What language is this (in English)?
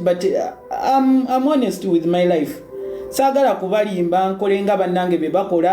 Ganda